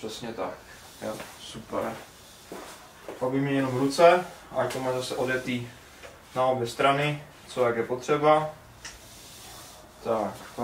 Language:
Czech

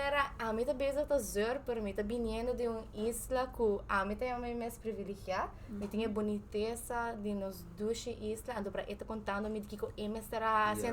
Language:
Papiamento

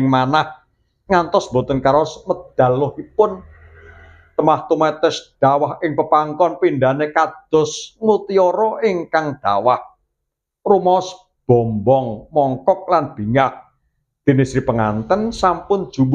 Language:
Javanese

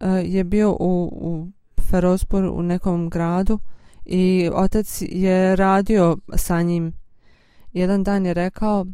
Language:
Bosnian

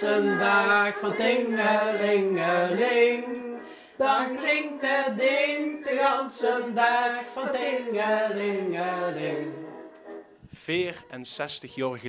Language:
Limburgish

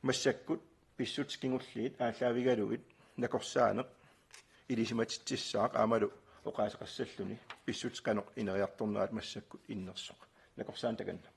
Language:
Kalaallisut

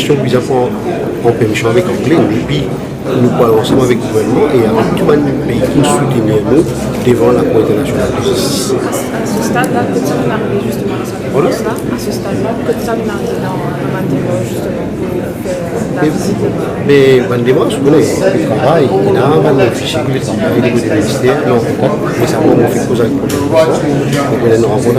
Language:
Morisyen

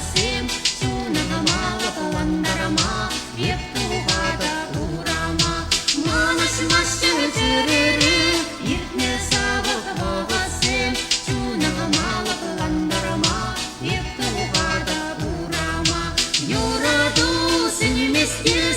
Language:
Chuvash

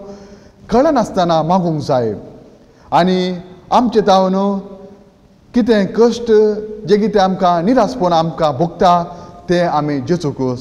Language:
Konkani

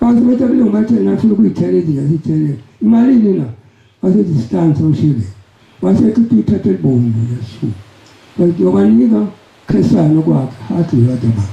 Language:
Zulu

